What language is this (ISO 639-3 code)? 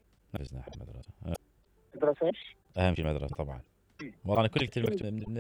acm